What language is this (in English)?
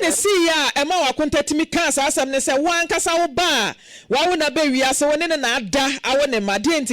Akan